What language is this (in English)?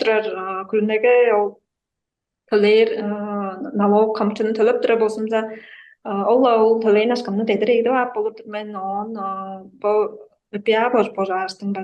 Tuvinian